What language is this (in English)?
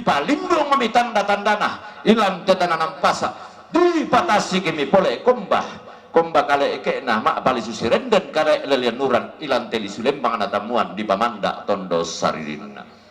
Toraja-Sa'dan